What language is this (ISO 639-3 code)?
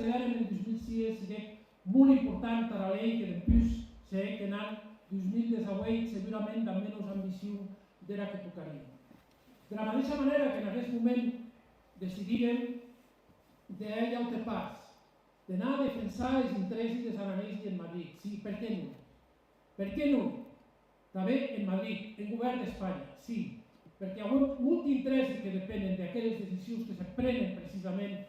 oci